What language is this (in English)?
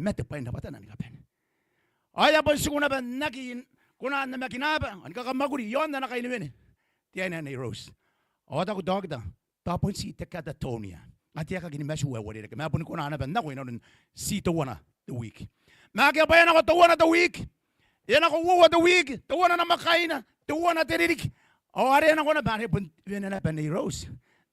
Gilbertese